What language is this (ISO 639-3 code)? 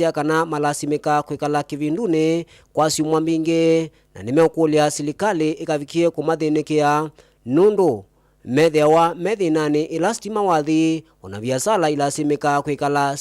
kam